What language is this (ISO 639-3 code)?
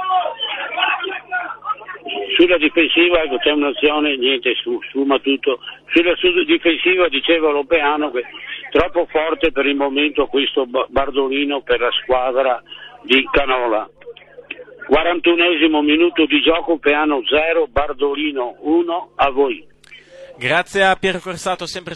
ita